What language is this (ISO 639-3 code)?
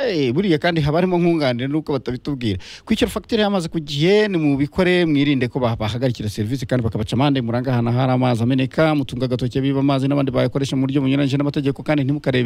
kin